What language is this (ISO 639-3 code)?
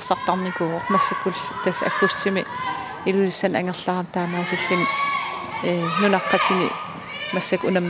kal